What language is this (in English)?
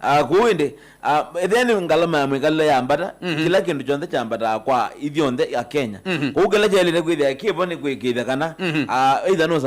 Kamba